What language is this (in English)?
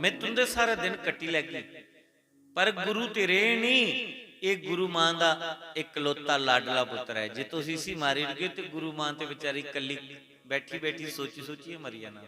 Dogri